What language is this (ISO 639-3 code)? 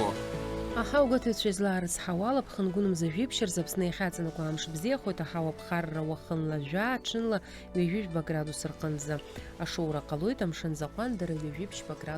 abk